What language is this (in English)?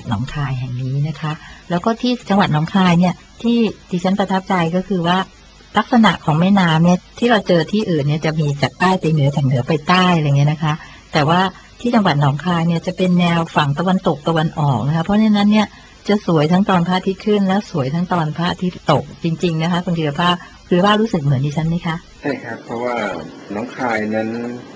Thai